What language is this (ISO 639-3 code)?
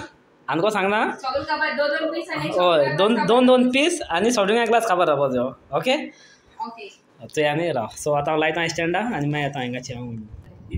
kok